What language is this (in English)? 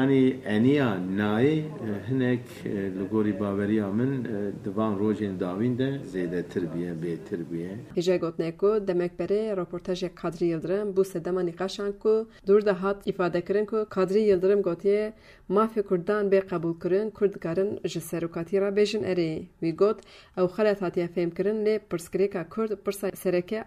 Kurdish